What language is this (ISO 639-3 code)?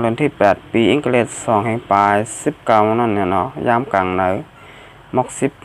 shn